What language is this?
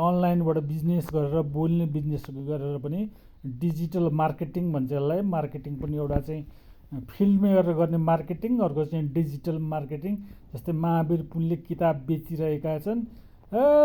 Nepali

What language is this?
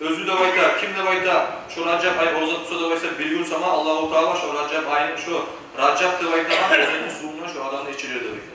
Kumyk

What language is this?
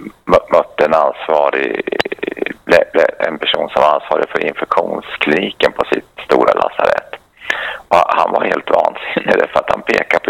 Swedish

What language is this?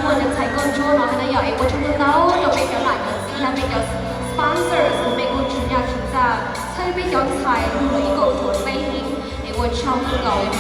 Hmong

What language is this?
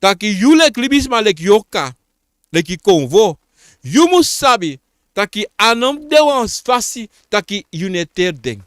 Sranan Tongo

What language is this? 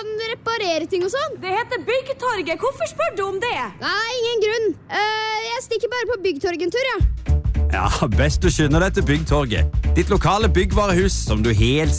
Norwegian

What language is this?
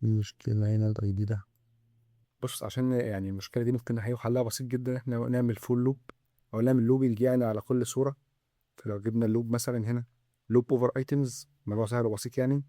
Egyptian Arabic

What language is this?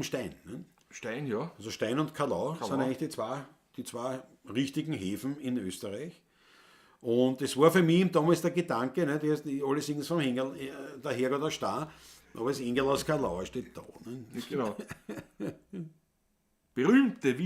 Bavarian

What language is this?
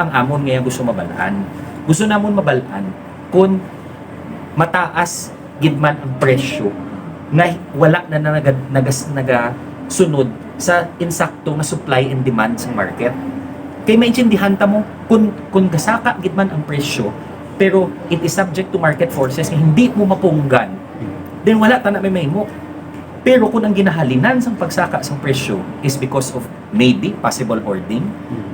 Hiligaynon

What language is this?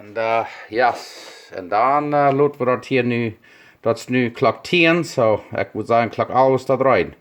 Plautdietsch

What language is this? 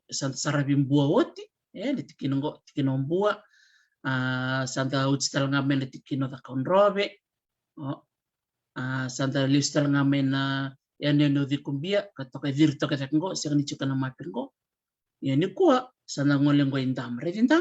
Fijian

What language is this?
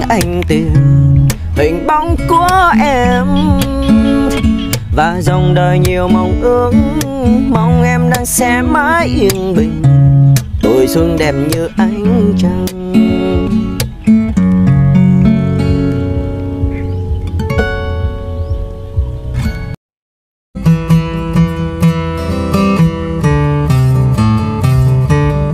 Vietnamese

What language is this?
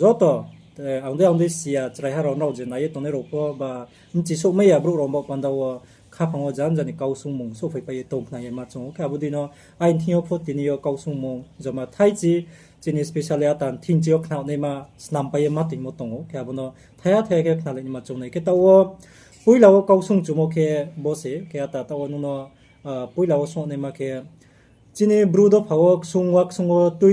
Riang (India)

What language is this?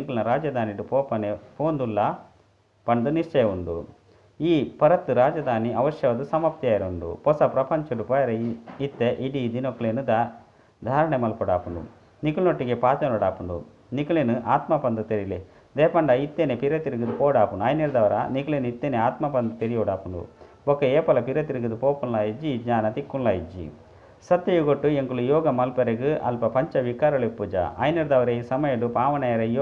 Tulu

